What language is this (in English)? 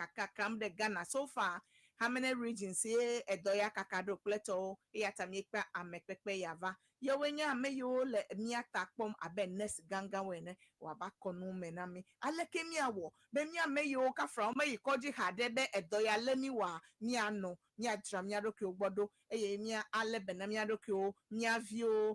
Ewe